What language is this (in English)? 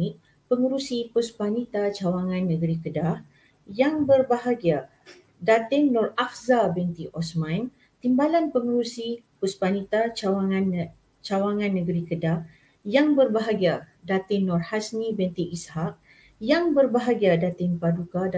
Malay